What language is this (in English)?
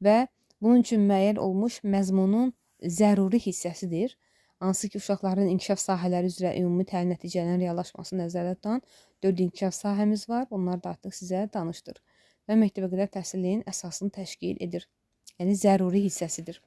Azerbaijani